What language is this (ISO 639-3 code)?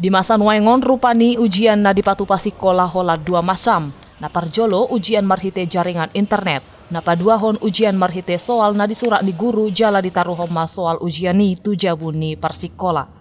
bbc